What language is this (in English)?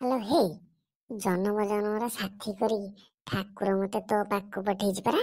Odia